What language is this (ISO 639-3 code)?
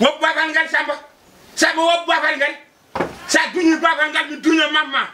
ful